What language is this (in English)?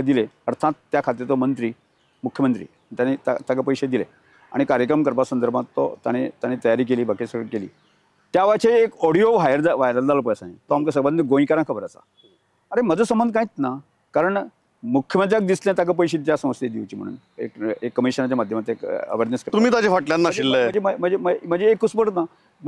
Konkani